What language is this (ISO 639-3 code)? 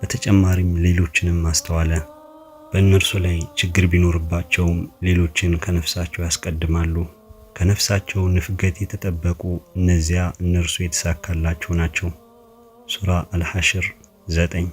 amh